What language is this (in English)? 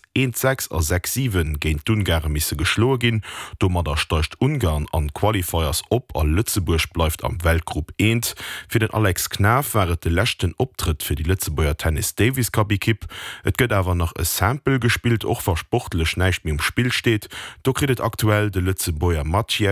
Luxembourgish